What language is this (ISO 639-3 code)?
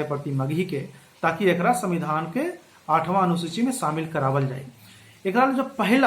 mag